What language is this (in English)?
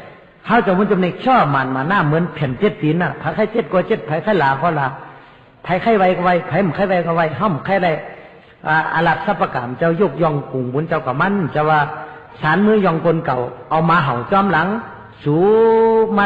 Shan